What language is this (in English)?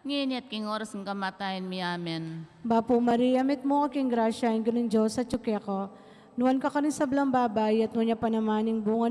Pampanga